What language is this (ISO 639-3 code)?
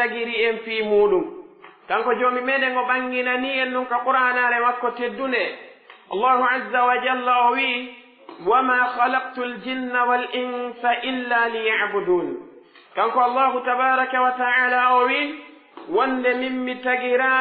fuf